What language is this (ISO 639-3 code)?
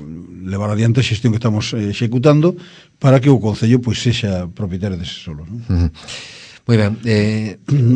glg